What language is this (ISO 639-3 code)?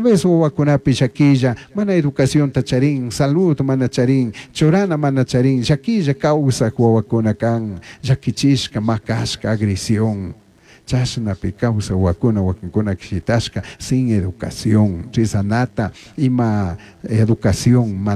qug